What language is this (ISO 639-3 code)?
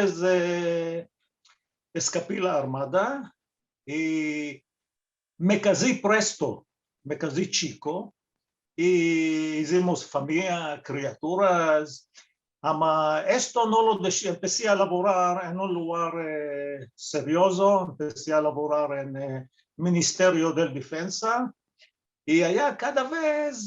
lad